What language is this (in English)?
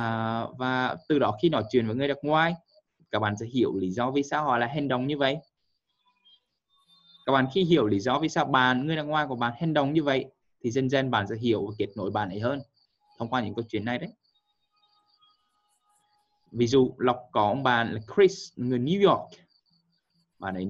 Vietnamese